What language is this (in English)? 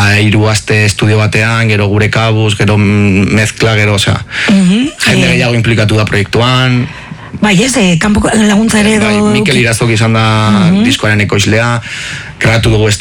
Basque